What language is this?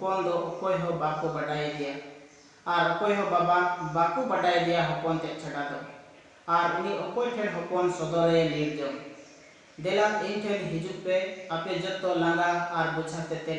Santali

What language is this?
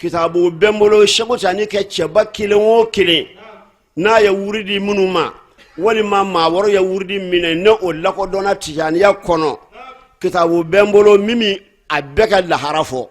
Bambara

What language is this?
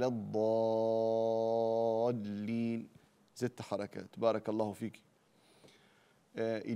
Arabic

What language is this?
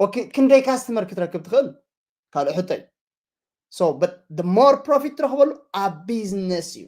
Tigrinya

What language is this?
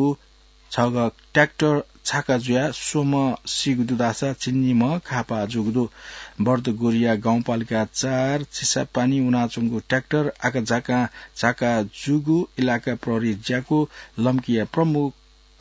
Newari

